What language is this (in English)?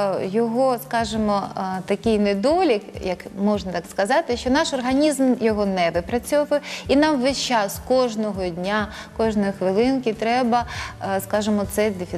Ukrainian